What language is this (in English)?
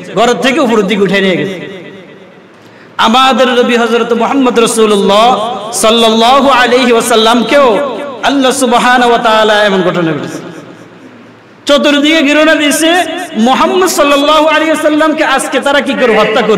Bangla